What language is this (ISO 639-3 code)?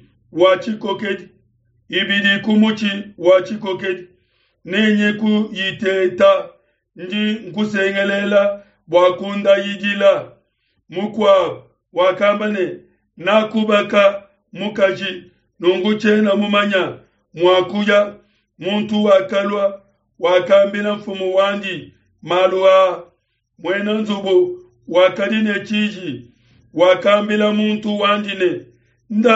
lua